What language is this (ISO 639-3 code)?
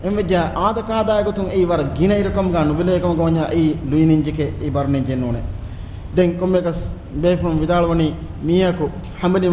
div